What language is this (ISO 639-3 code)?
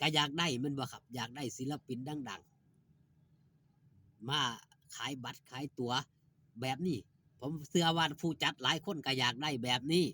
tts